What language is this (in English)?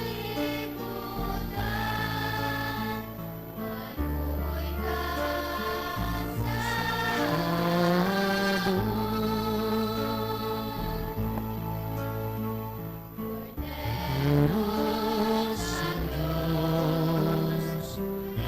Hiligaynon